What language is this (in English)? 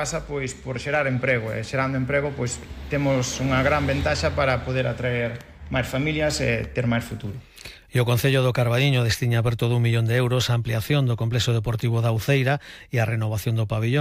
Galician